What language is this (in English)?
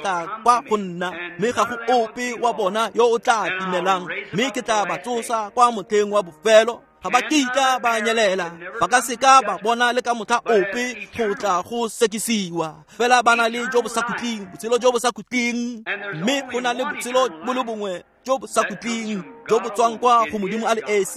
Tswana